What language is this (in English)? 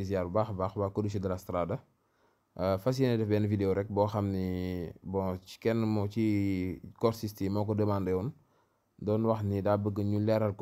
Wolof